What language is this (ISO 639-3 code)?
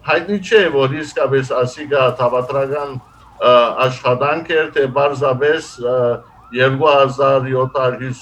hyw